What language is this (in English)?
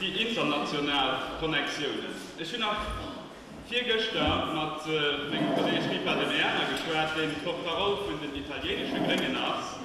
Luxembourgish